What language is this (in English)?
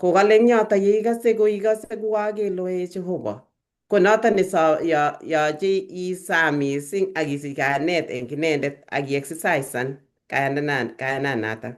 Kalenjin